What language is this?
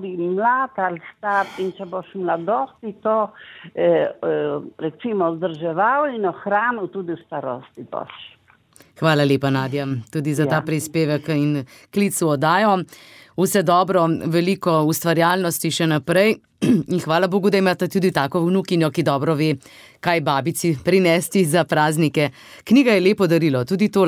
Slovenian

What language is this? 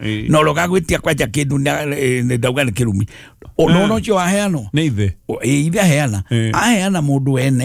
Kikuyu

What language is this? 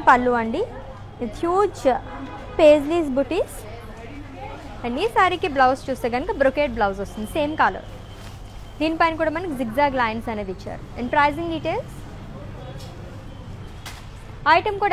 Telugu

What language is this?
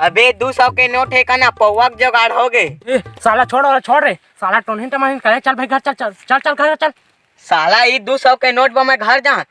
Chhattisgarhi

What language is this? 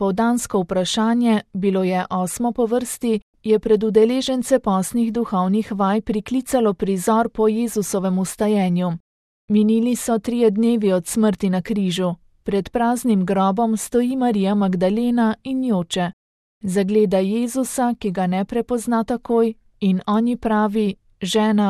Slovenian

